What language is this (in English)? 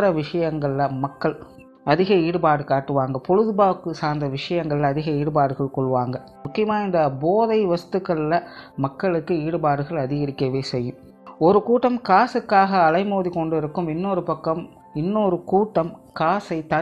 Tamil